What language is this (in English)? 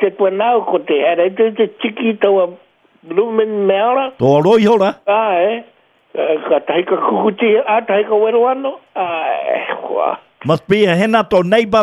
Māori